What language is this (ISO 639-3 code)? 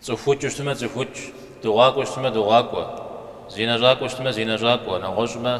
kbd